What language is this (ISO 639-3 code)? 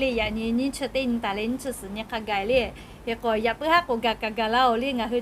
lhu